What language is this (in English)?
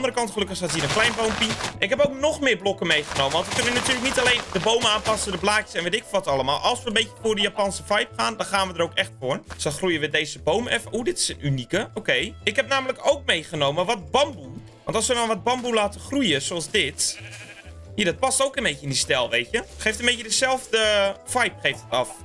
Dutch